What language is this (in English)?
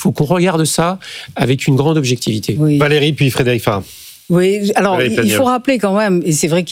French